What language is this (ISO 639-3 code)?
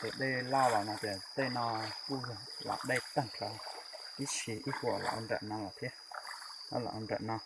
hmn